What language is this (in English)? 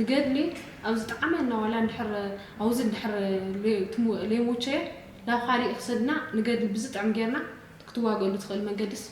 Tigrinya